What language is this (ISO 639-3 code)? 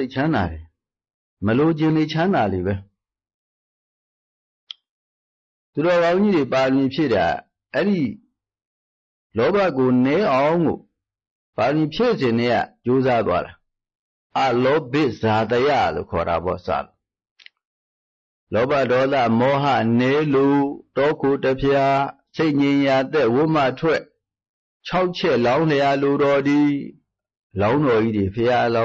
mya